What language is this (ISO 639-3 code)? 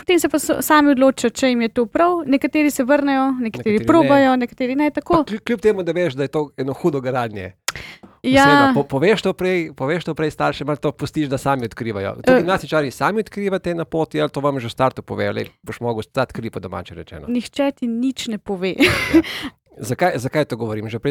slv